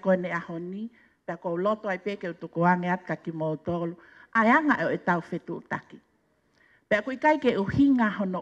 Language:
Tongan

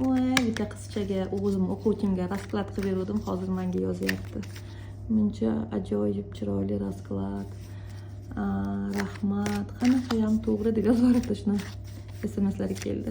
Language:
Uzbek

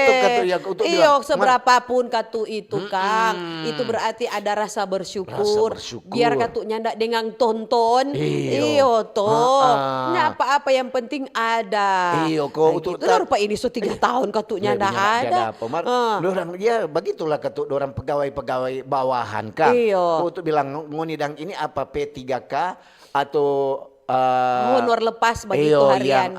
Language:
Manado Malay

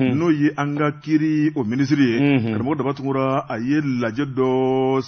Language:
Bambara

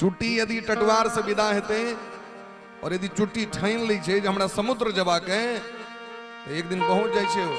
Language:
Maithili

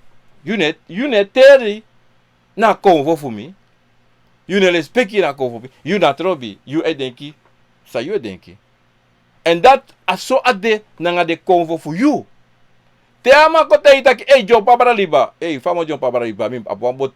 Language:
Sranan Tongo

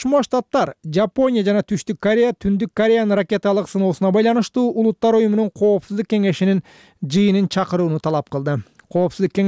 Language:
Kyrgyz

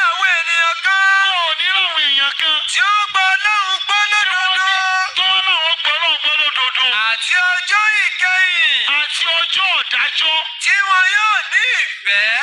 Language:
Yoruba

